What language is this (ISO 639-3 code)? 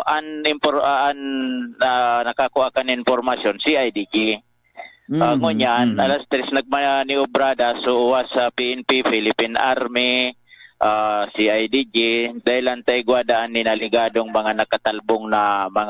bik